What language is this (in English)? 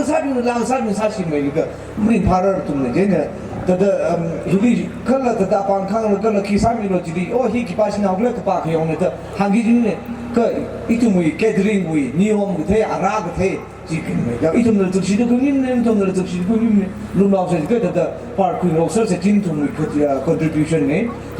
Tangkhul Naga (India)